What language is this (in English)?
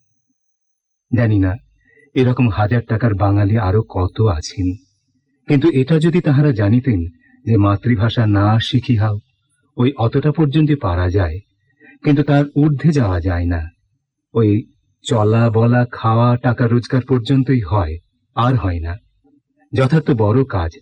Bangla